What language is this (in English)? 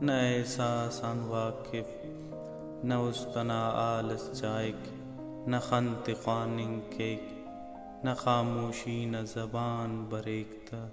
Brahui